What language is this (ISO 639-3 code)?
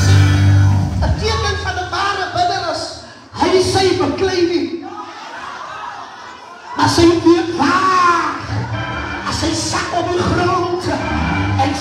afr